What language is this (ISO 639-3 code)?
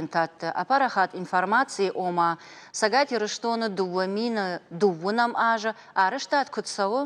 oss